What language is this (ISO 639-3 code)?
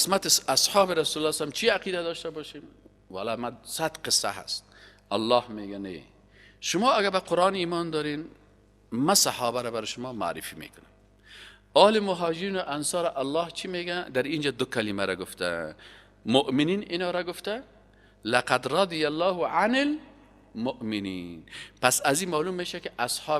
fas